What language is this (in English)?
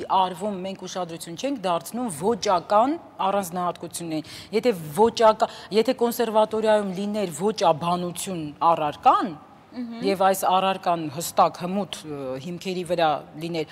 Armenian